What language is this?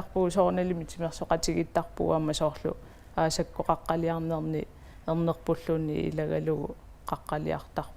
Kalaallisut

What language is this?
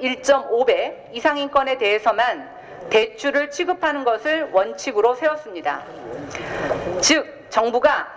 Korean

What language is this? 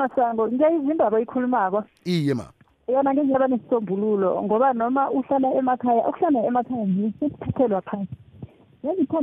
South Ndebele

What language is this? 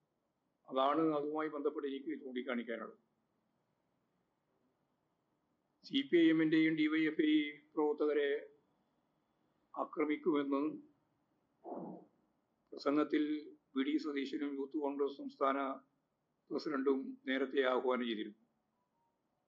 Malayalam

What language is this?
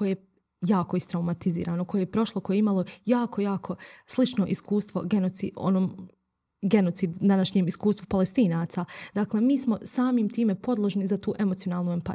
Bosnian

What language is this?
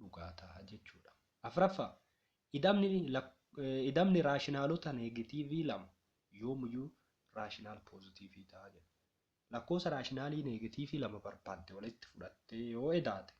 Oromo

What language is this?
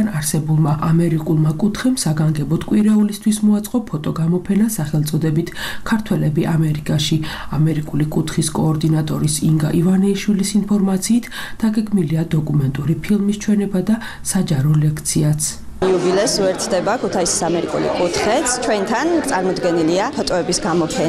Georgian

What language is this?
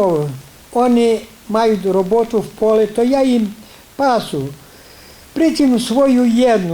Rusyn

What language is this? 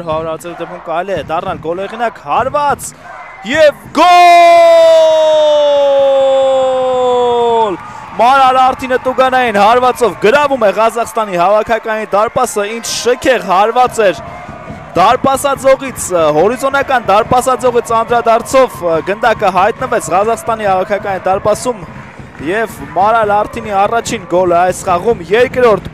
Armenian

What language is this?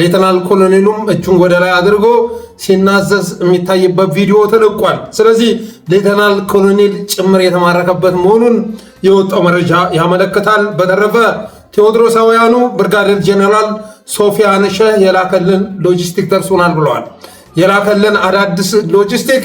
Amharic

